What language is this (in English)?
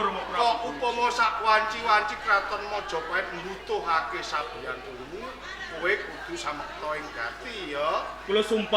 Javanese